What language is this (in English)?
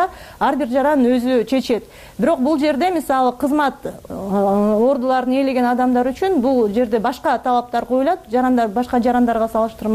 Kyrgyz